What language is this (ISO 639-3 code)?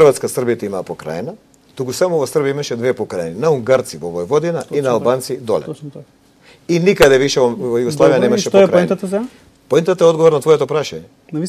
mkd